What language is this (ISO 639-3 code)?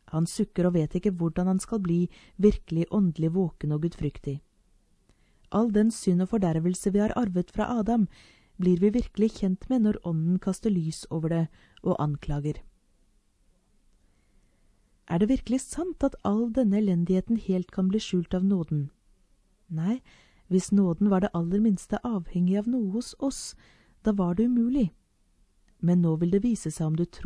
nor